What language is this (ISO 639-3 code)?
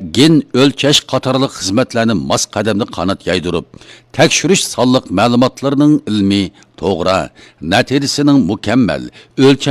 uig